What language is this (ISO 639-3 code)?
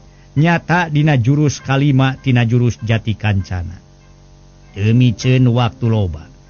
sun